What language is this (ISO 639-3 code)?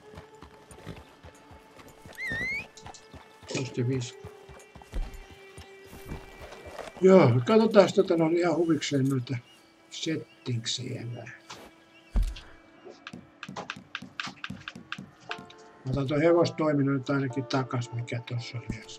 fin